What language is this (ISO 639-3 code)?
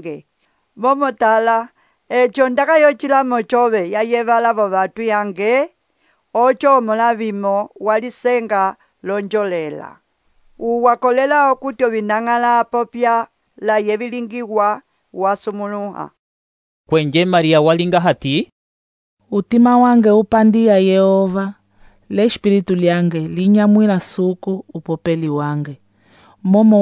umb